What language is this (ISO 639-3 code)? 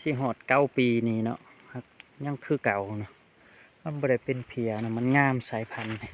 lao